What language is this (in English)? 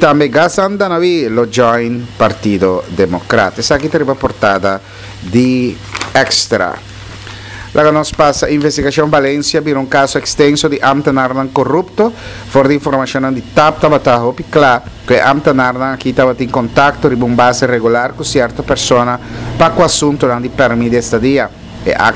Papiamento